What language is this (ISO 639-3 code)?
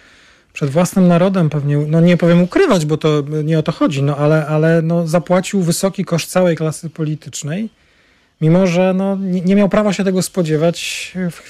pol